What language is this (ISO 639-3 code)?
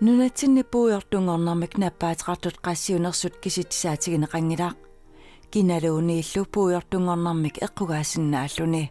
kal